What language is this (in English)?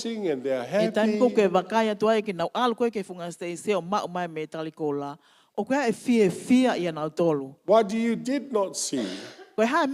Tongan